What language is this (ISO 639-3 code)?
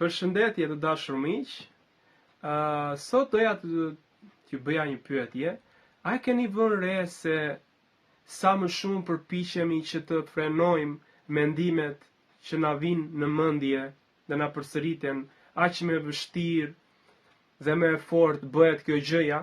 sqi